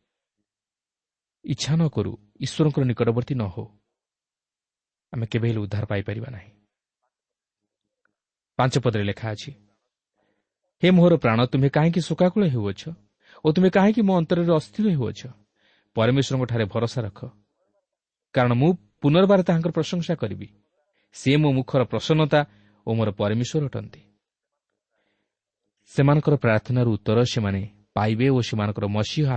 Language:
Odia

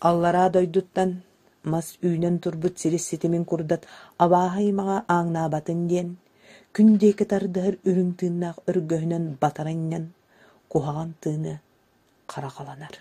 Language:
Yakut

